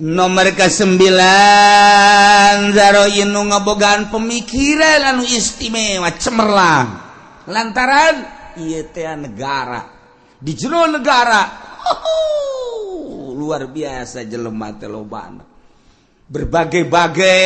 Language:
Sundanese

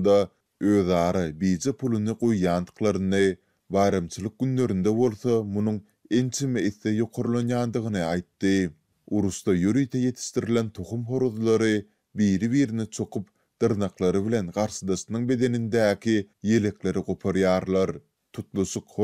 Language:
Turkmen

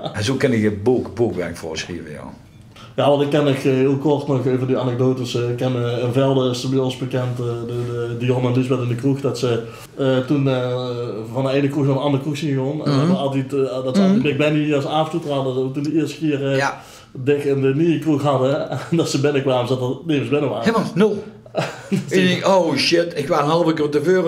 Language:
Limburgish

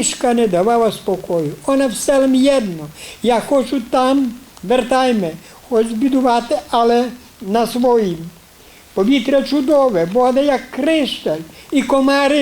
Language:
Rusyn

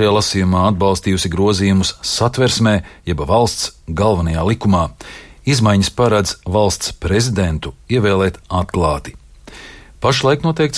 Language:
Latvian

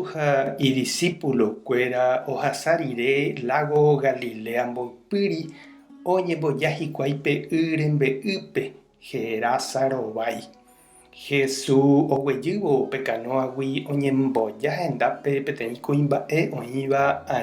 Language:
Guarani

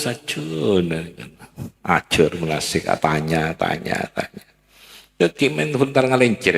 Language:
Madurese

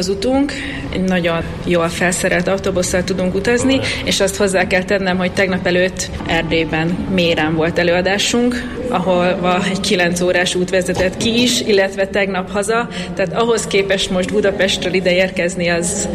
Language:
Hungarian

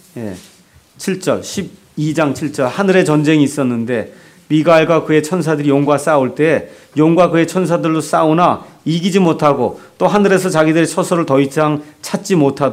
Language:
Korean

